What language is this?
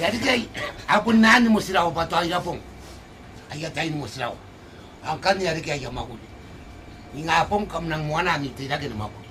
Gilbertese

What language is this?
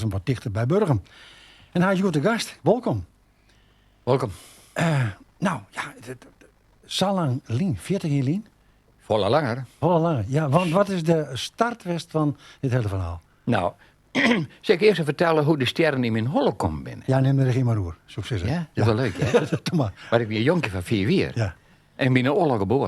Western Frisian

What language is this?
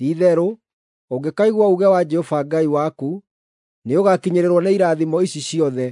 Kikuyu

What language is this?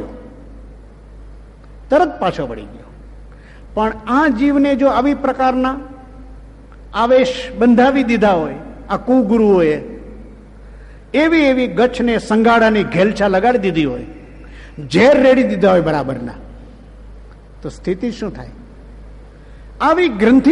Gujarati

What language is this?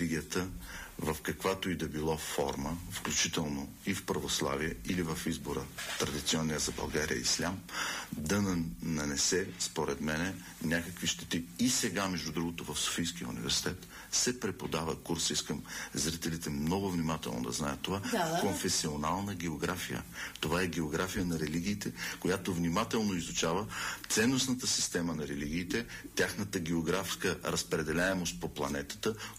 Bulgarian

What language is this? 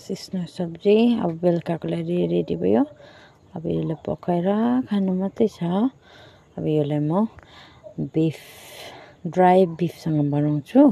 Nepali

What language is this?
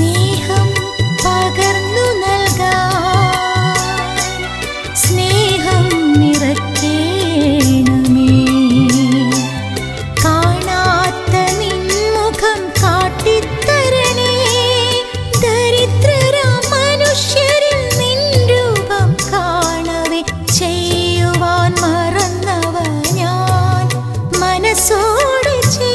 Malayalam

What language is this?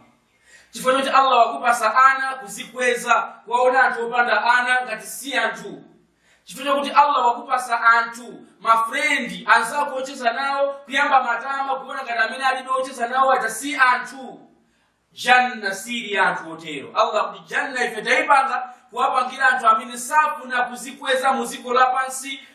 Nyanja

